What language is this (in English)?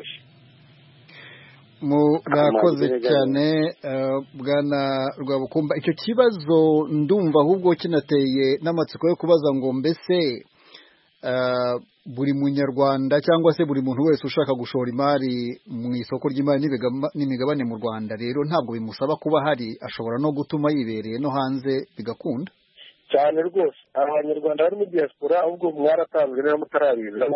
Kinyarwanda